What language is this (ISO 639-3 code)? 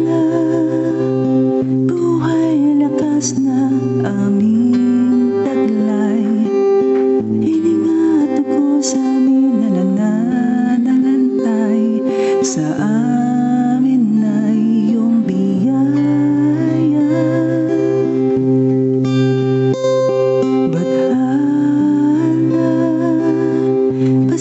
fil